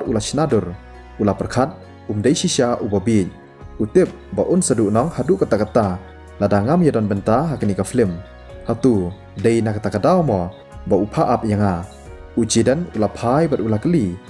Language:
Khasi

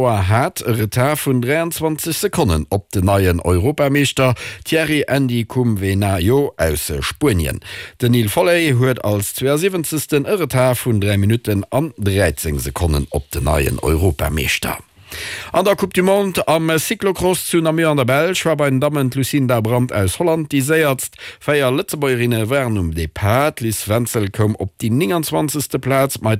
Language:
Luxembourgish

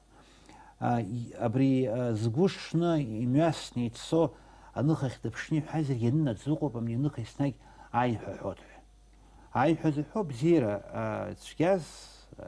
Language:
Abkhazian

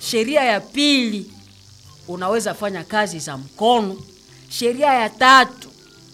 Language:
Swahili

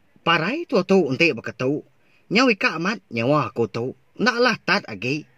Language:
Iban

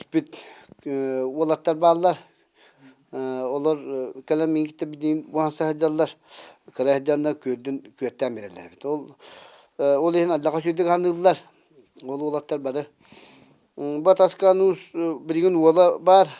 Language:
Yakut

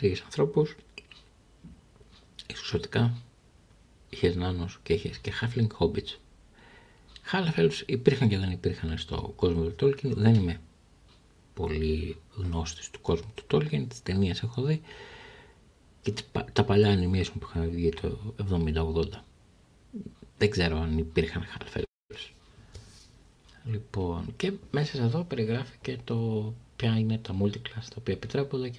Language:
Greek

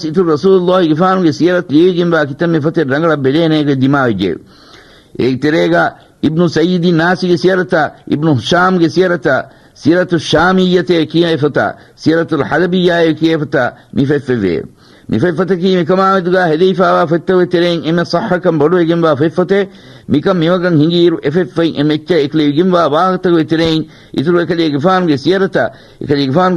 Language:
Divehi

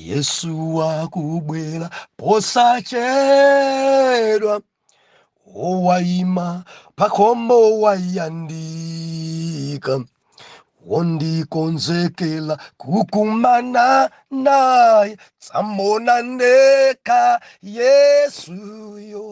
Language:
Nyanja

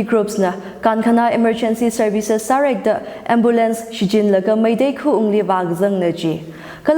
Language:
Tangkhul Naga (India)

